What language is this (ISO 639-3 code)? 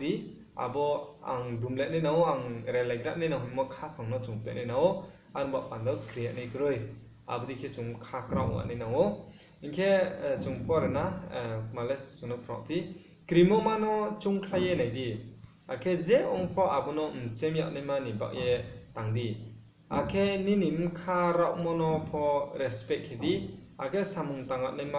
ria